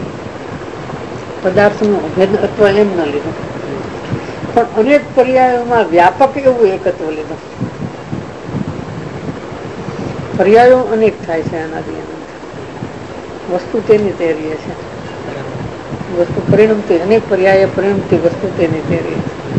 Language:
Gujarati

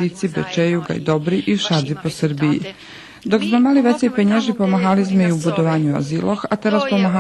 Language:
Rusyn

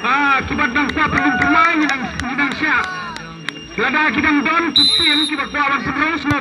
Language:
Khasi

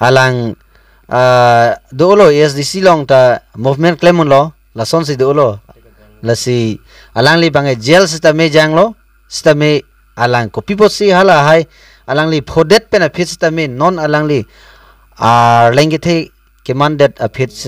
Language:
Karbi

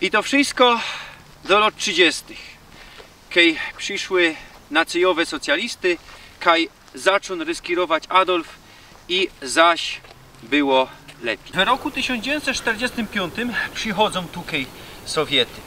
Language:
Silesian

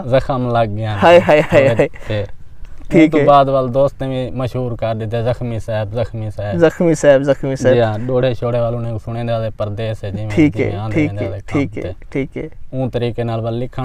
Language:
Saraiki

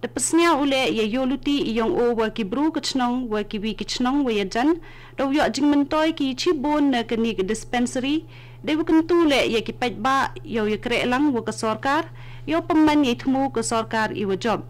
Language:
Khasi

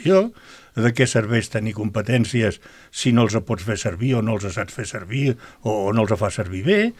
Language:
Catalan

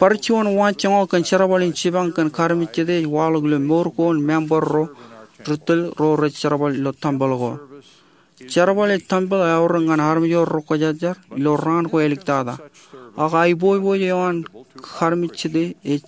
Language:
Marshallese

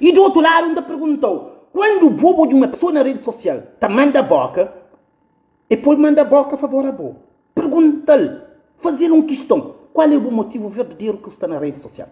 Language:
Kabuverdianu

